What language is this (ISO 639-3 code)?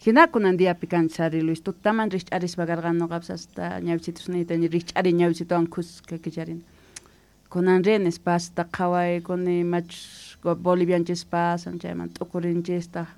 que